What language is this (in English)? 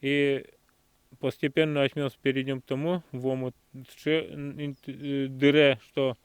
Udmurt